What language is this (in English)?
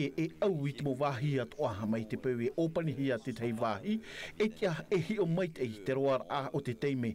Tahitian